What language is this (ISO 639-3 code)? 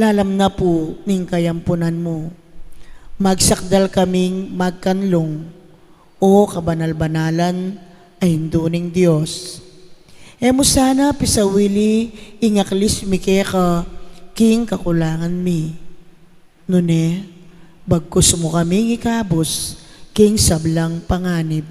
pam